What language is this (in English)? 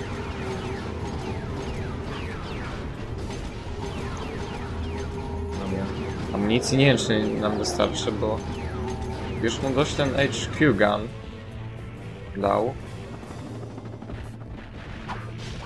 Polish